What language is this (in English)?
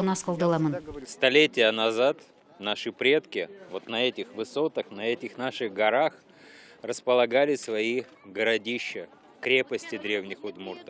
Udmurt